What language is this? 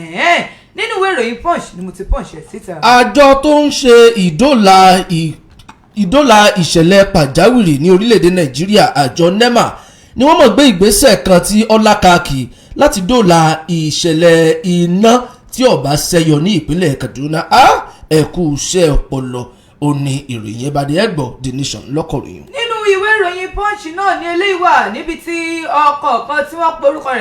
Yoruba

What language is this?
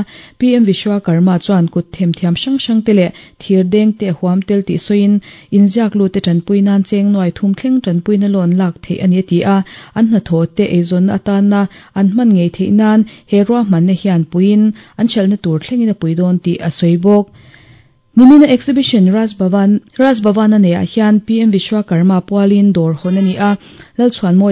Mizo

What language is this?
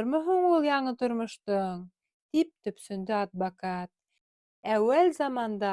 Bashkir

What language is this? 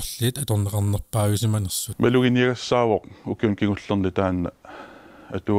Kalaallisut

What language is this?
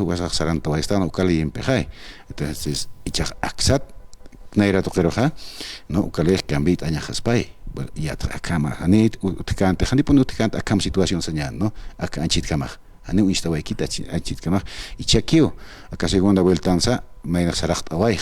Aymara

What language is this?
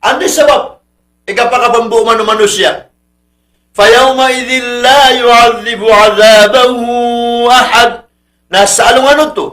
Maranao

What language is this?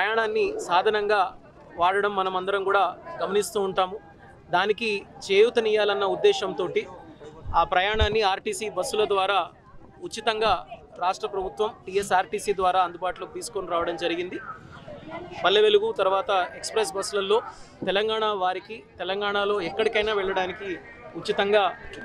Telugu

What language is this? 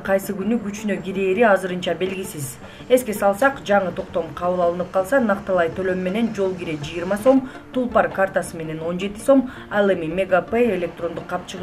Kyrgyz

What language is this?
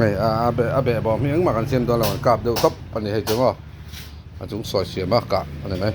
Mizo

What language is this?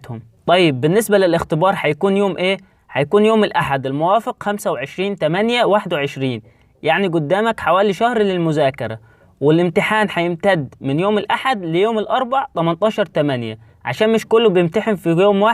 Egyptian Arabic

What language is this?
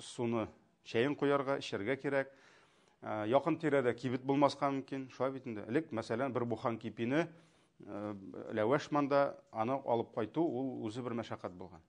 Tatar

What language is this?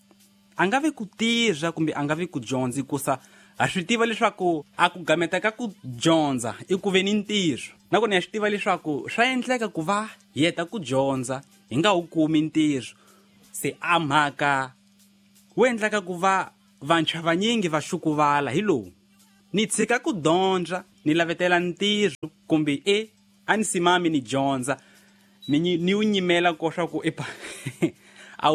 Tsonga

